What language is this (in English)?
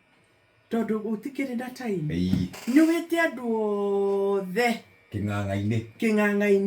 Kikuyu